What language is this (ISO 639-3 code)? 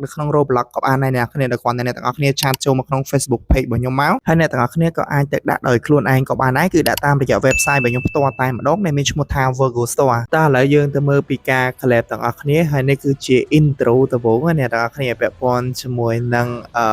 khm